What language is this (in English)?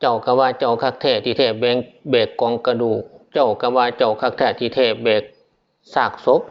Northeastern Thai